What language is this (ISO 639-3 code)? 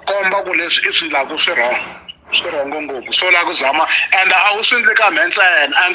tso